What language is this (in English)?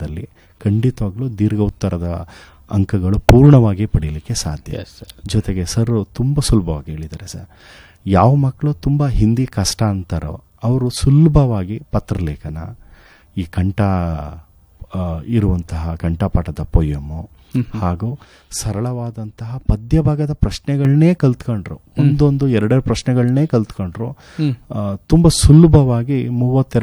Kannada